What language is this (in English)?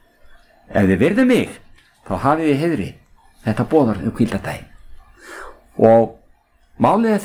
Icelandic